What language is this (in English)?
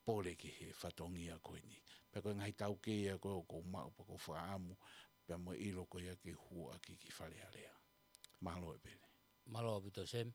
Tongan